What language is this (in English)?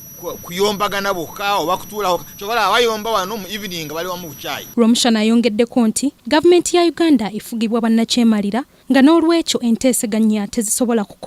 Ganda